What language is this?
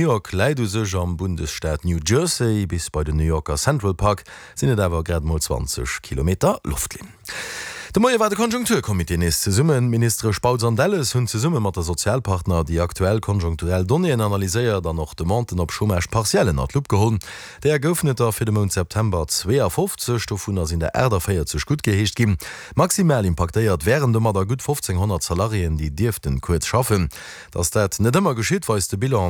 Luxembourgish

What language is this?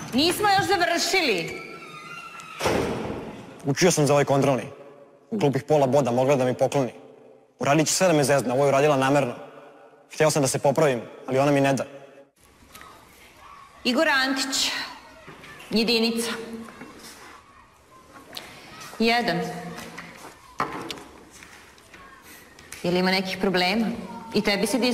Serbian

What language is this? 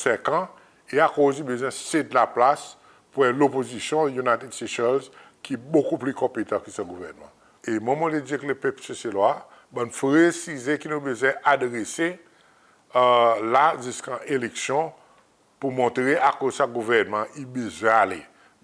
Seselwa Creole French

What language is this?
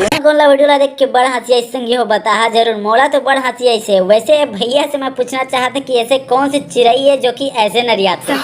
Chhattisgarhi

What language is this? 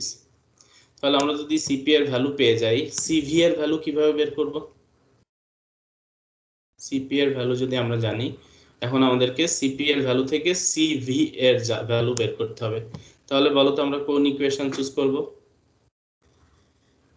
Bangla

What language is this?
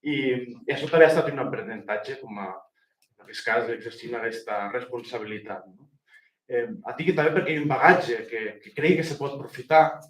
Occitan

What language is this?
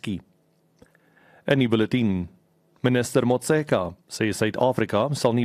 Afrikaans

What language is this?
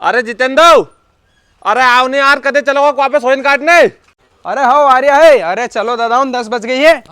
Rajasthani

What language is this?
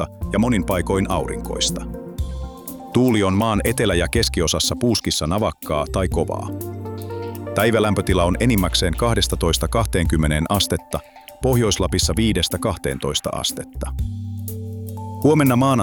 Finnish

